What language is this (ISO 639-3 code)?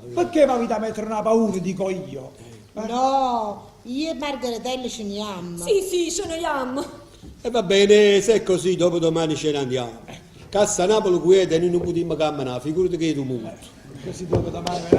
nap